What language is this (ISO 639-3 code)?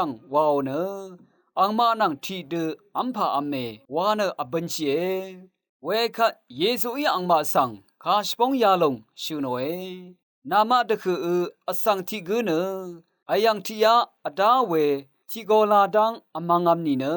raw